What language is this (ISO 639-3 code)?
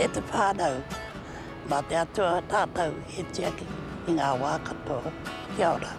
mri